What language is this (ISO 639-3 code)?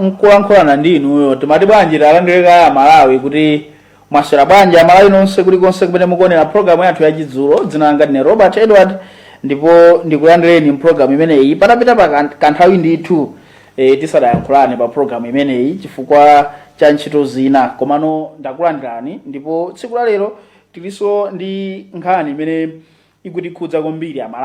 nya